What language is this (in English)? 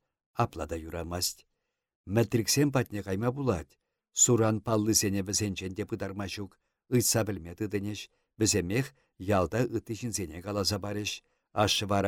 Chuvash